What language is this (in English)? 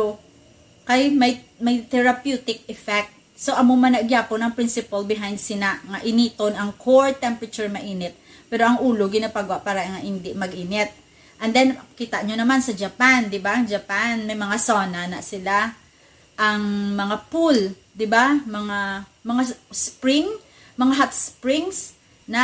Hiligaynon